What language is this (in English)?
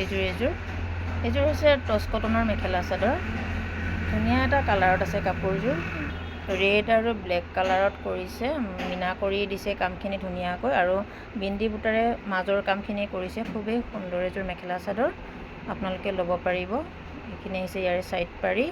Assamese